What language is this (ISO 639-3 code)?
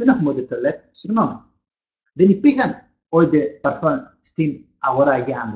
ell